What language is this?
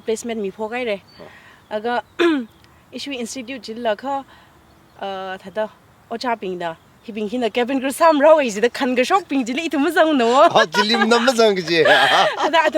Tangkhul Naga (India)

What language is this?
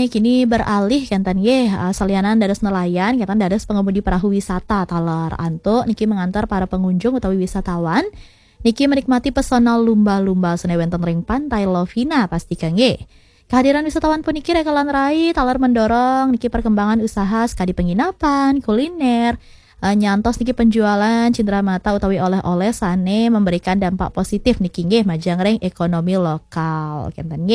Balinese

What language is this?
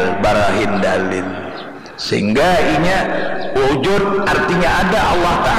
Banjar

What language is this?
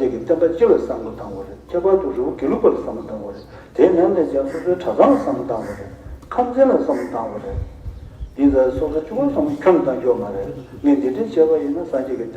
Tibetan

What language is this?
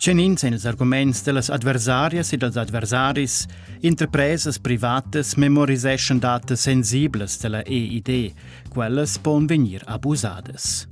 Romansh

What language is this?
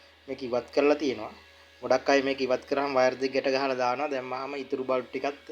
Sinhala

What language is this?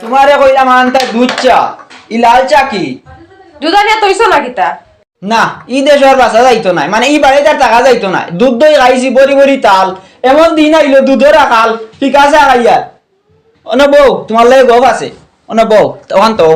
Sylheti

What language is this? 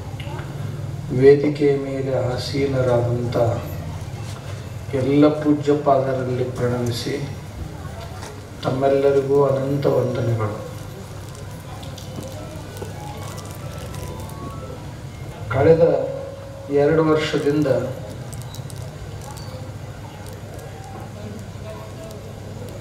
Kannada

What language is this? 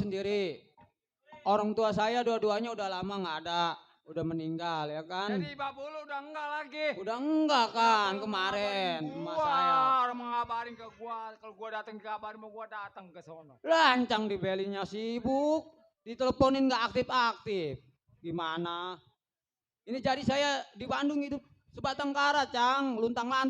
Betawi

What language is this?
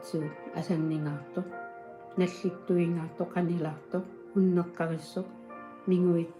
Kalaallisut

